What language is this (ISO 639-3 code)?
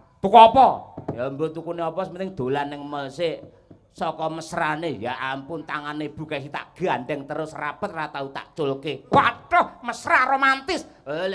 jav